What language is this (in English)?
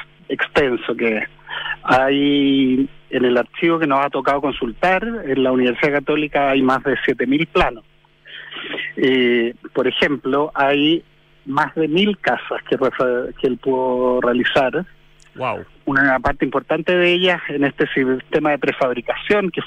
Spanish